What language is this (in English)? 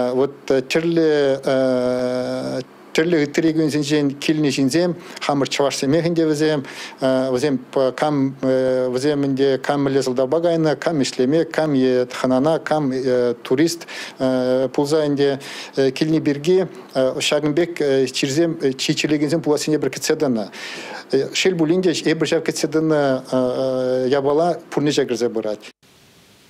Chuvash